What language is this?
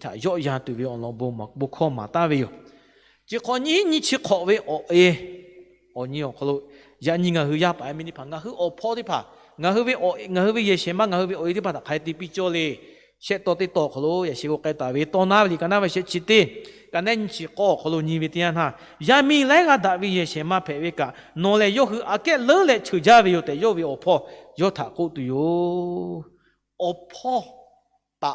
Lahu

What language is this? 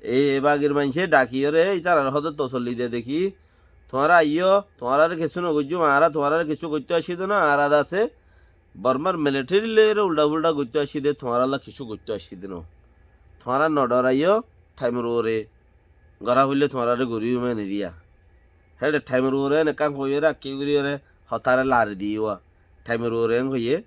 Rohingya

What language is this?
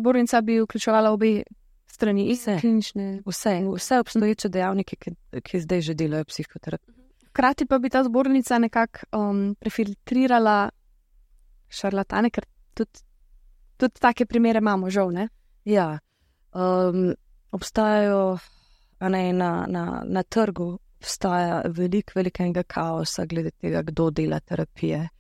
Slovenian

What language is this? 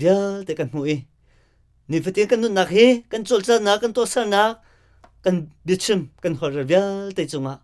Hakha Chin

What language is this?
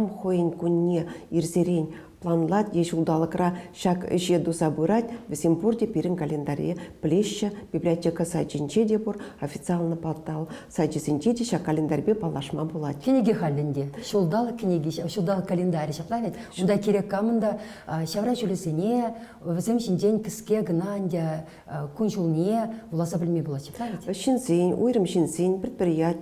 Chuvash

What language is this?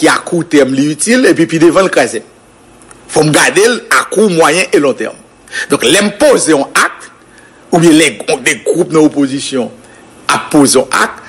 Haitian Creole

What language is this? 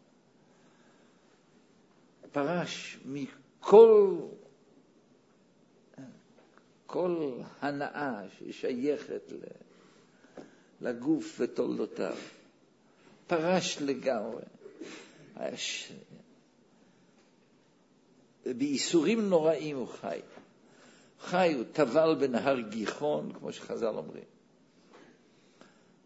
Hebrew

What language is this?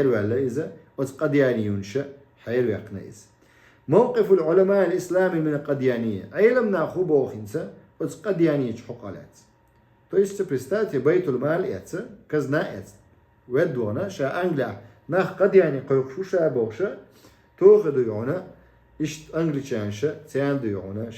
Chechen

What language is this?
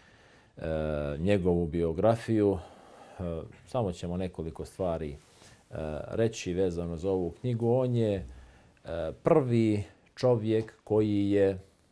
Bosnian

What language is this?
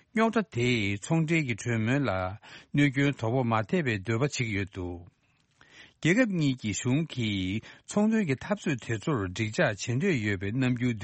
Tibetan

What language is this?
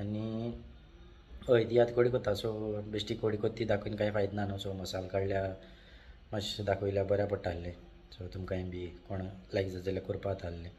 Konkani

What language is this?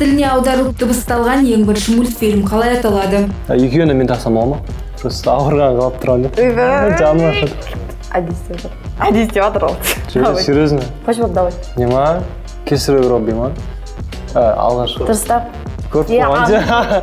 Kazakh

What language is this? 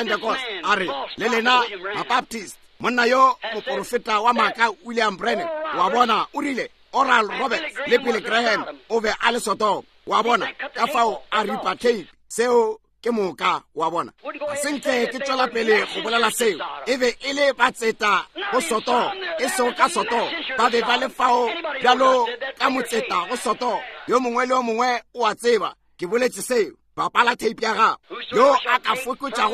Northern Sotho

